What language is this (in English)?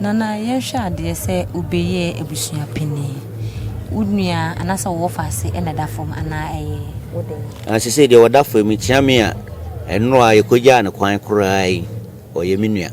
Akan